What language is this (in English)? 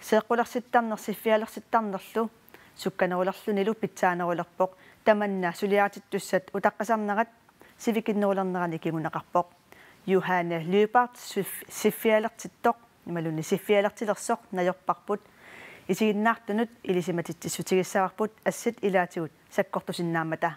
Kalaallisut